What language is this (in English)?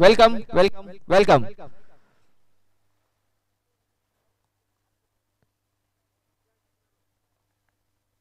Marathi